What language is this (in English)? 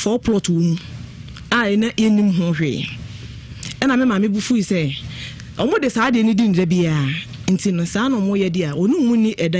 Akan